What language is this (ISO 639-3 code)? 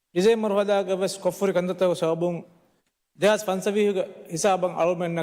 div